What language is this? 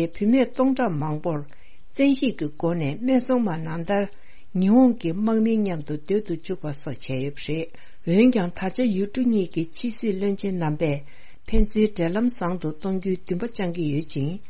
Tibetan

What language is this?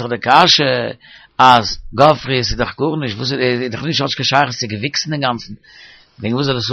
Yiddish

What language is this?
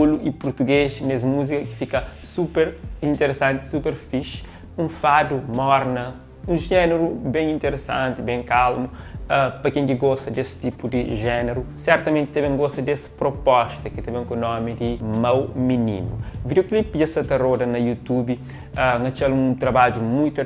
Kabuverdianu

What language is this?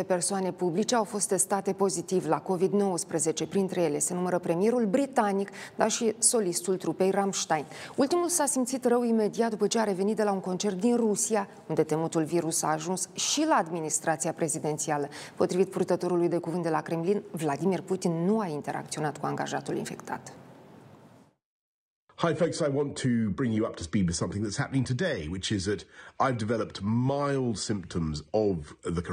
Romanian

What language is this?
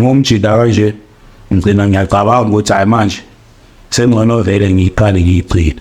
Zulu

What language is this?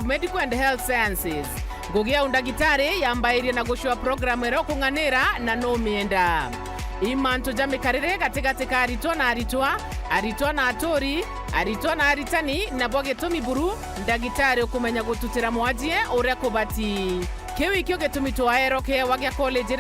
Meru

